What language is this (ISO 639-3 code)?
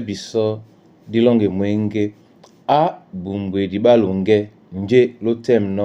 dua